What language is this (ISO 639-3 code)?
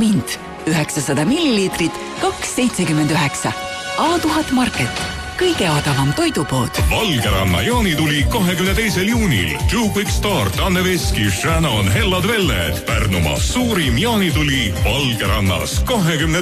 est